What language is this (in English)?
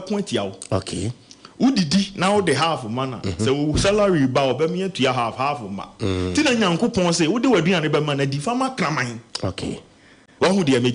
Akan